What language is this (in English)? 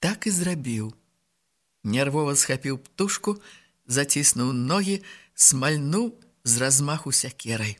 Belarusian